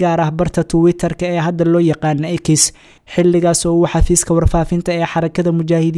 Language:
Somali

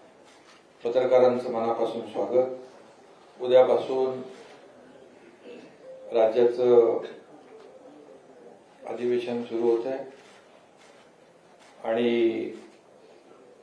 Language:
Marathi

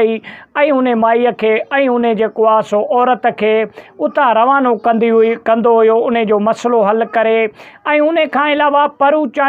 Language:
Sindhi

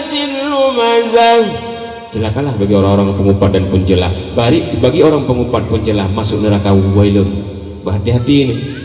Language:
Achinese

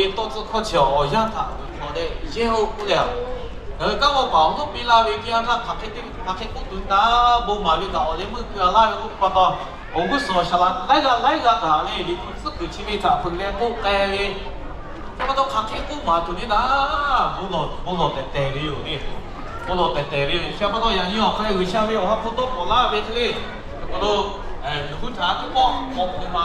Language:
Lahu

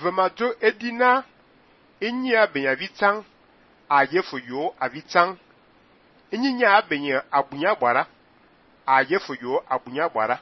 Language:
Fang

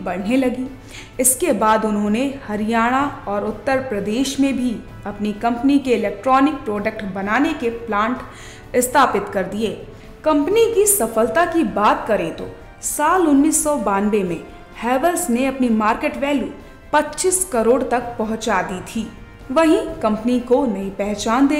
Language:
Hindi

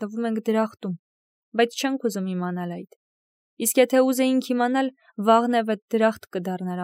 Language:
Armenian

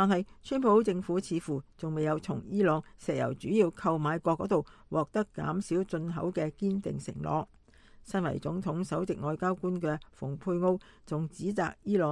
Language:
Cantonese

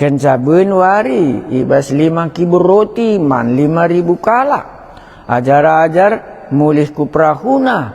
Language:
Batak Karo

